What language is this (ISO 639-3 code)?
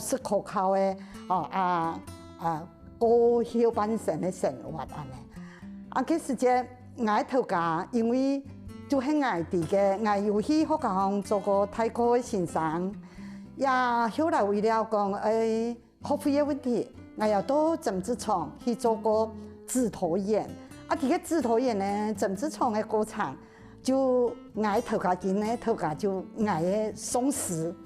hak